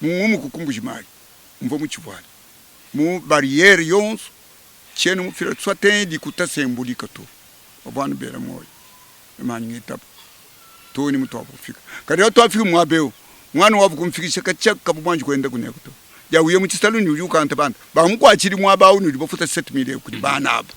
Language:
Luba-Lulua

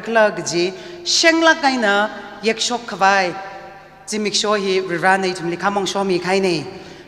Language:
Tangkhul Naga (India)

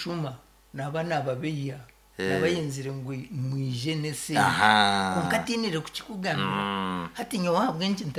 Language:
Nyankole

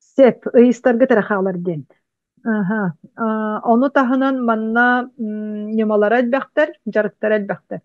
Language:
Yakut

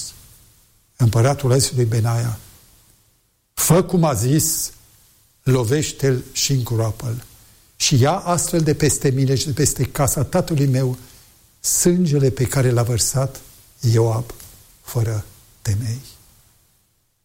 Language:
Romanian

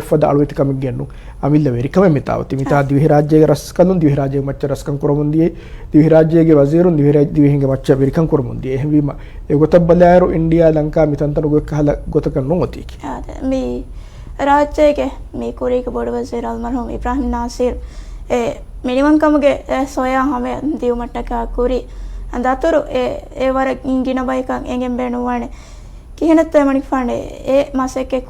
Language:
Divehi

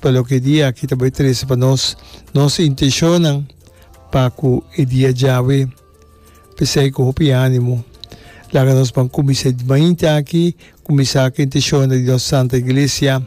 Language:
Papiamento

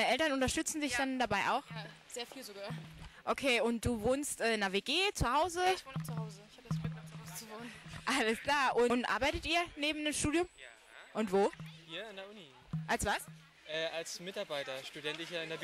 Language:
German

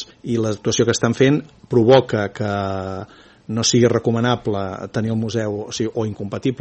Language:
Catalan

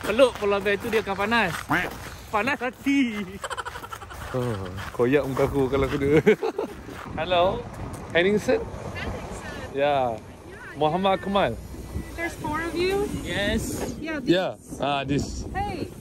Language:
Malay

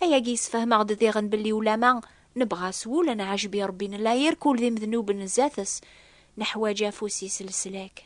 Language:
Kabyle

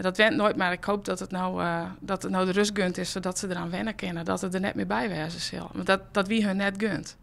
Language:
Western Frisian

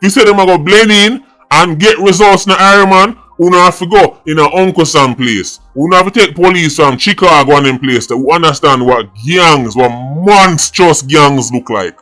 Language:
Jamaican Creole English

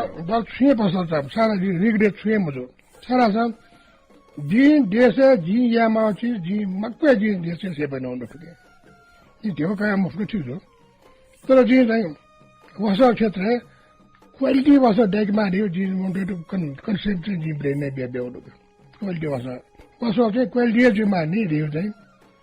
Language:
Newari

